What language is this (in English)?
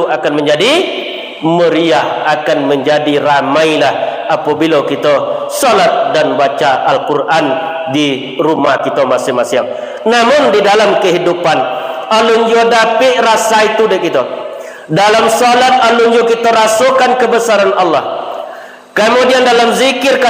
Minangkabau